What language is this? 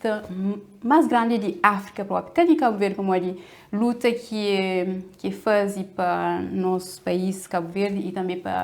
Kabuverdianu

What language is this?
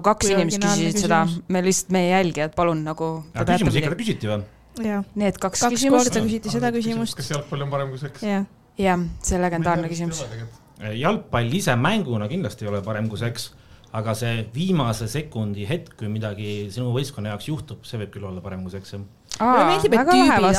Estonian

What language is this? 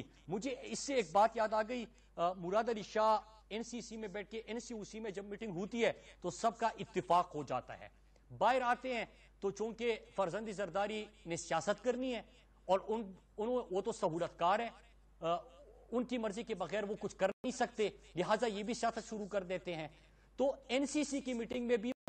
Urdu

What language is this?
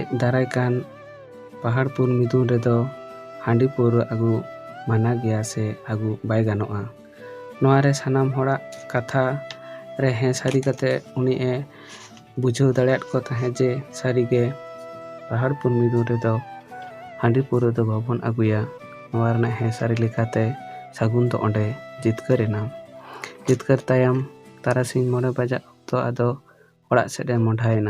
Santali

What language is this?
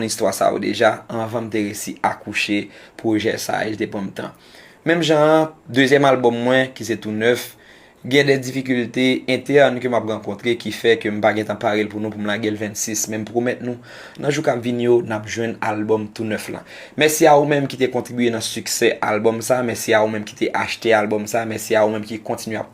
Haitian Creole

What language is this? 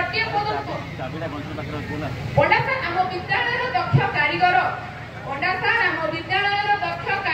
Odia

